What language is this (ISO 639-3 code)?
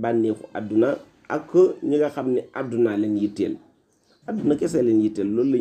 wol